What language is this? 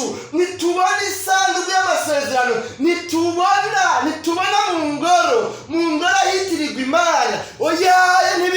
Rundi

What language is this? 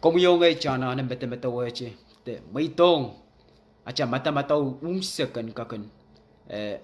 Pohnpeian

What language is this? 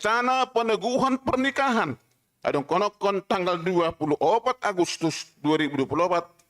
Batak Simalungun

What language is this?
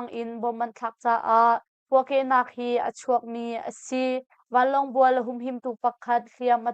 Hakha Chin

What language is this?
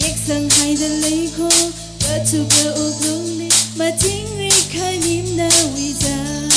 Tangkhul Naga (India)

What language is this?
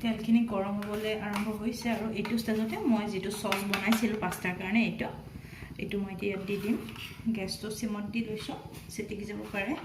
Assamese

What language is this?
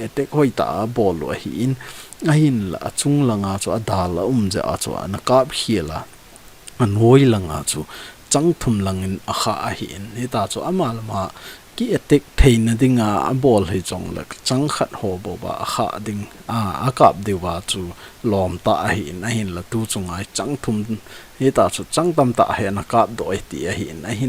Thado Chin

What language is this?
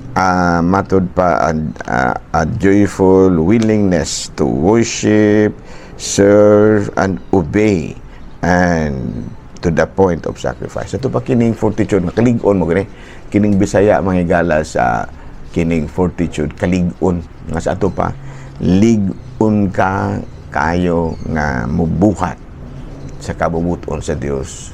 Cebuano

